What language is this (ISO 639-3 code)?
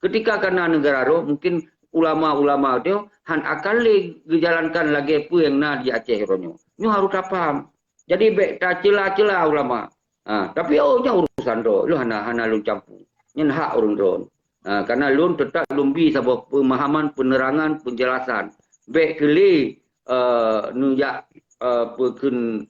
ace